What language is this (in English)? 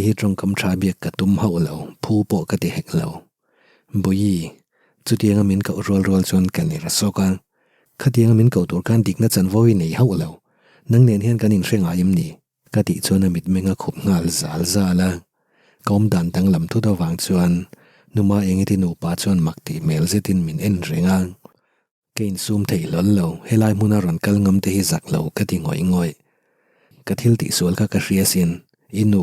Mizo